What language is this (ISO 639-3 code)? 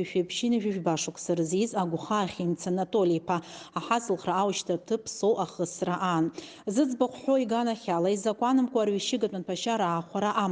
abk